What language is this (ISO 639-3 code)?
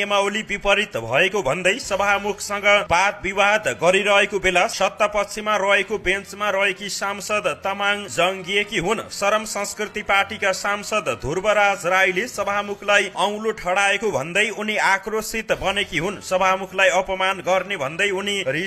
nep